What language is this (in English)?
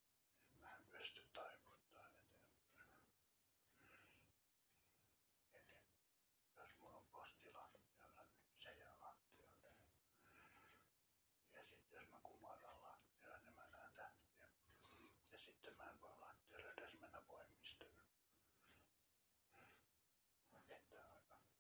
Finnish